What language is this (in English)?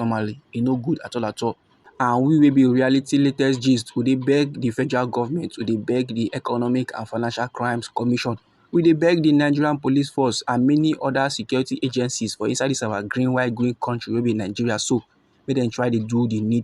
Nigerian Pidgin